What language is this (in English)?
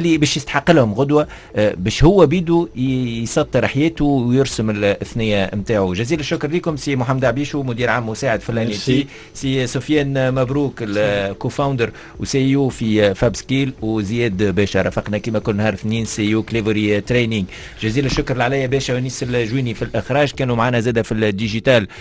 Tunisian Arabic